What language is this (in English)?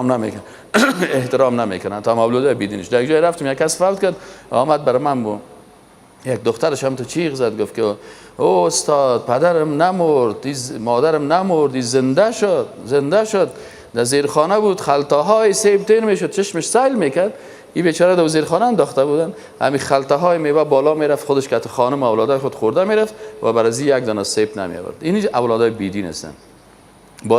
Persian